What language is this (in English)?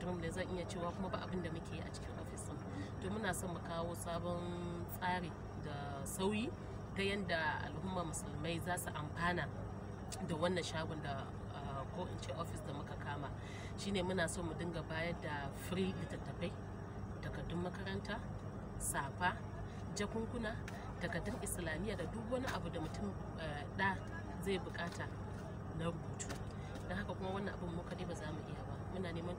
Hausa